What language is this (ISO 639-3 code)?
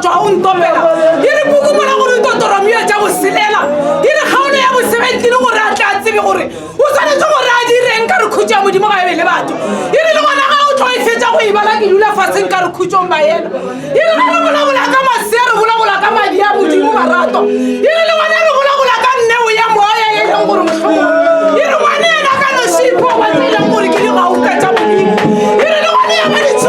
nso